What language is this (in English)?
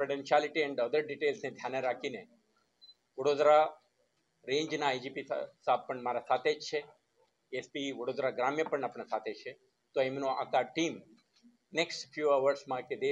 Gujarati